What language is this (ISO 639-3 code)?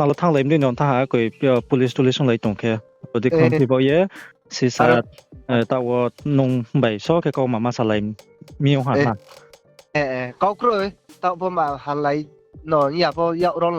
ria